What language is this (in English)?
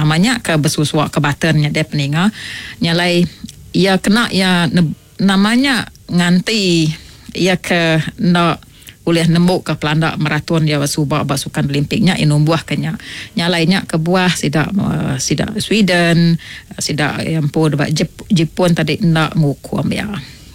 Iban